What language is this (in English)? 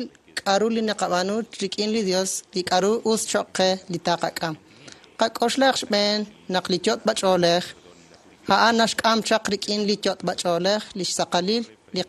Kekchí